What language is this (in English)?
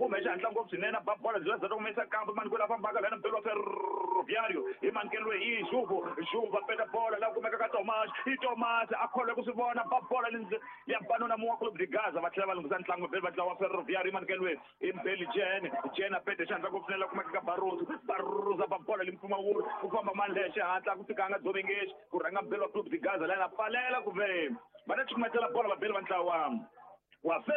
Tsonga